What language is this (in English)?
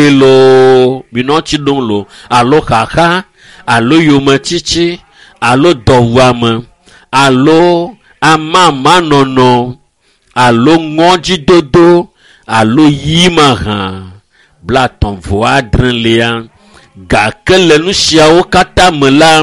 Ewe